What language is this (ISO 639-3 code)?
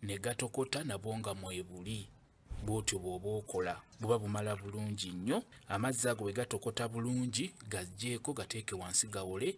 lug